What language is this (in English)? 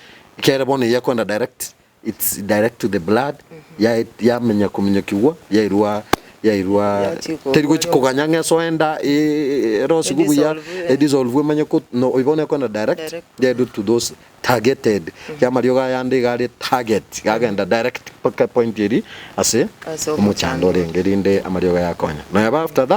Gusii